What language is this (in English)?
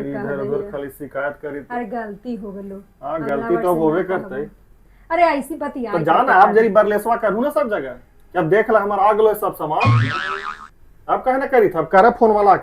Magahi